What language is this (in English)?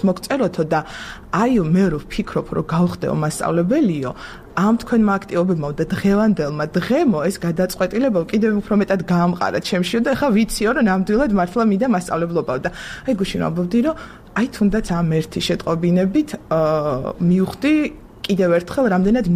Georgian